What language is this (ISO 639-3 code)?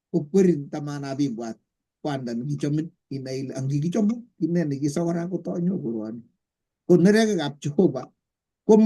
kln